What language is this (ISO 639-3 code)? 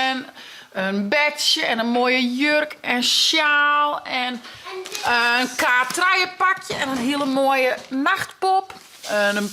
fry